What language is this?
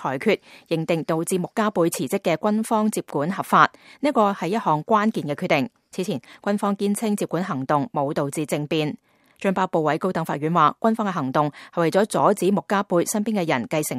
Cantonese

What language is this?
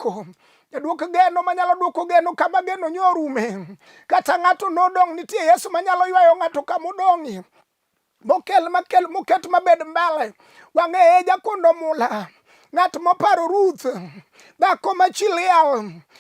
Luo (Kenya and Tanzania)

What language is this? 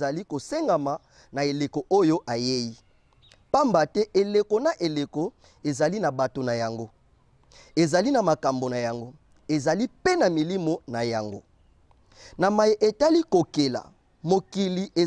Lingala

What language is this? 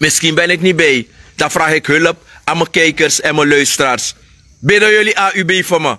Sranan Tongo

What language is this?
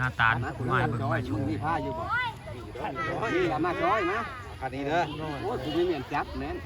Northeastern Thai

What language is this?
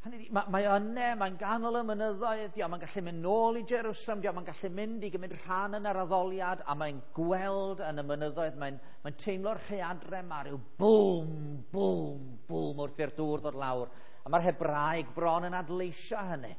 Welsh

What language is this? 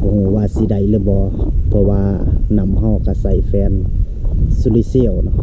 Northeastern Thai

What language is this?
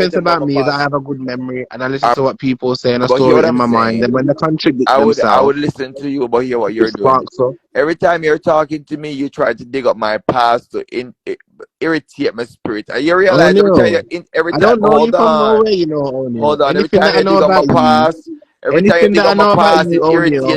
Jamaican Creole English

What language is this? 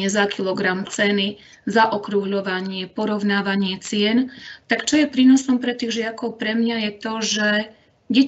Slovak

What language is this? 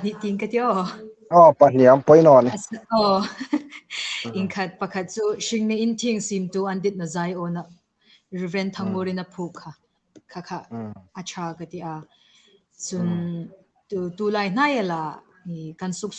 Hmar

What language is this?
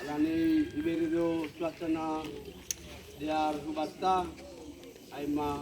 Batak Simalungun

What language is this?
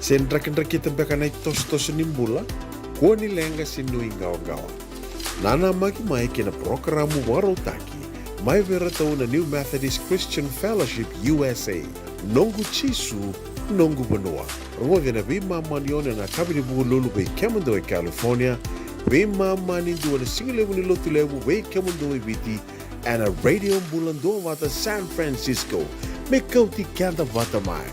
Fijian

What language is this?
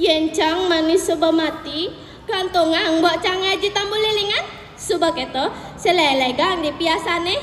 Balinese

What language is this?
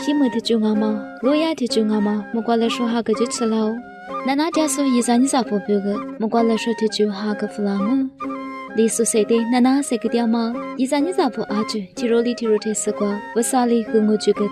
Lisu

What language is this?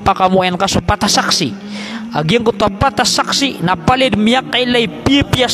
Maranao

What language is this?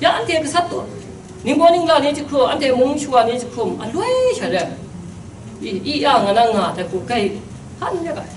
Kachin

